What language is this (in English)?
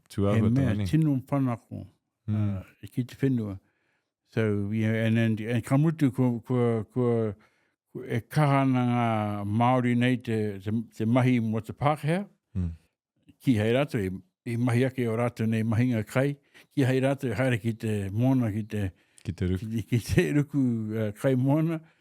Māori